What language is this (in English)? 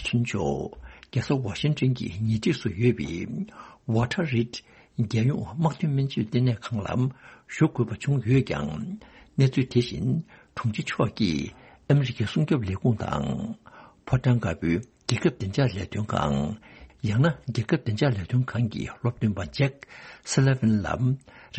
Tibetan